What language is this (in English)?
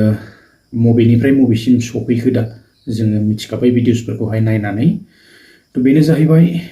Bodo